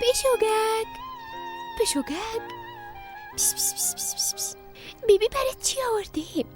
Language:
Persian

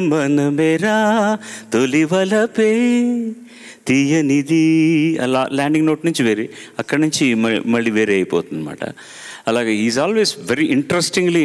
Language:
Telugu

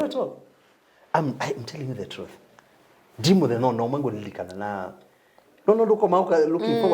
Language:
Kamba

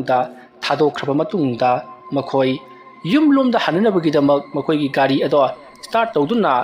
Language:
Manipuri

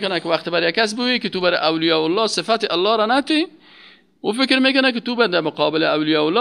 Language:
Persian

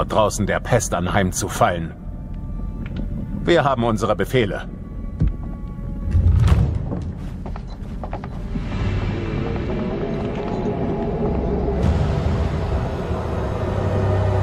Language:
German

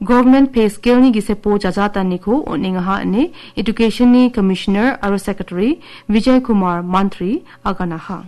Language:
Garo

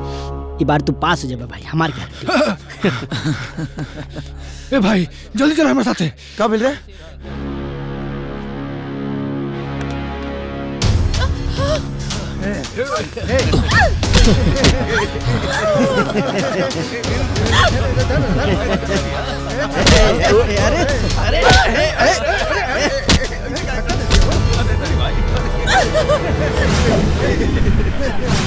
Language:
Bhojpuri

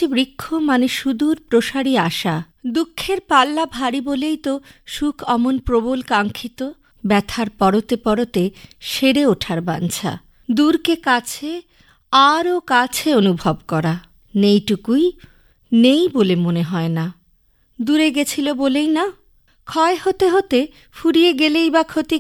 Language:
Bangla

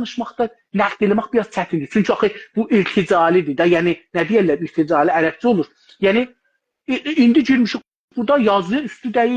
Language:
South Azerbaijani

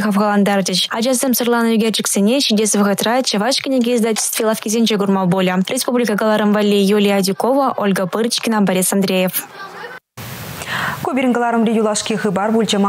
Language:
Chuvash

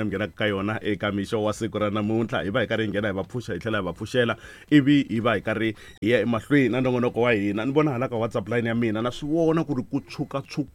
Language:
Tsonga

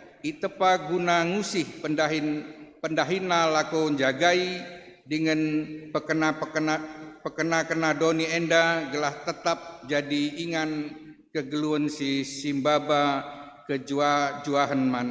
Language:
Batak Karo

